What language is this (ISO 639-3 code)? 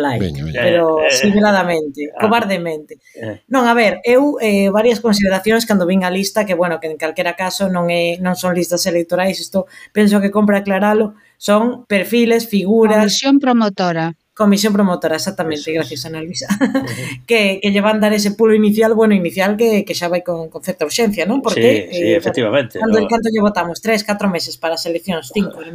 glg